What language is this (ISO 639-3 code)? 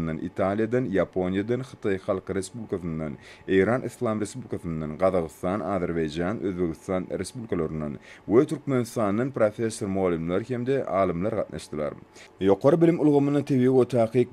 tuk